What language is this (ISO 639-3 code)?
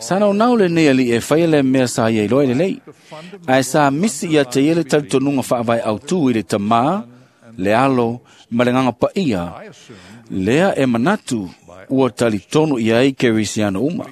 smo